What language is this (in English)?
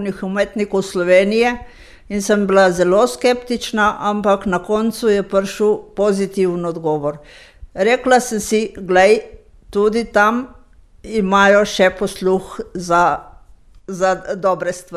Slovenian